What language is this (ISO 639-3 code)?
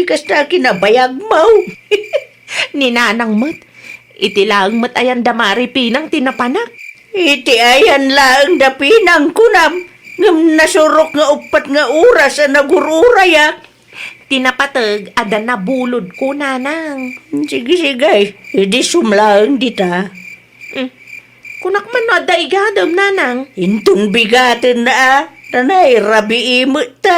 ilo